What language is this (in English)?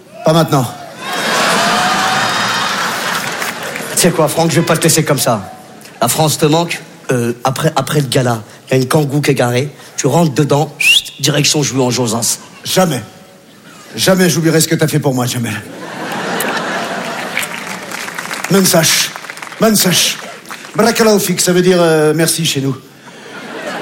French